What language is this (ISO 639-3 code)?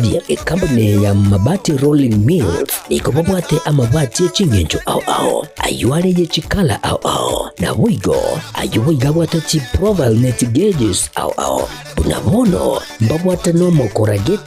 guz